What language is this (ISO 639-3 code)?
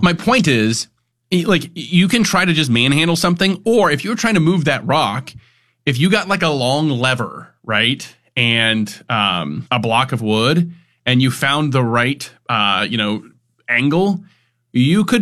eng